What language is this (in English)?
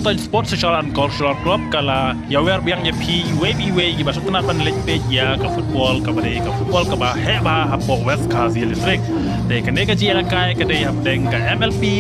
Khasi